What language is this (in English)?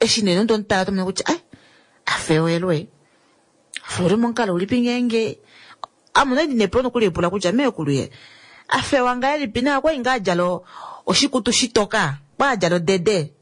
Kuanyama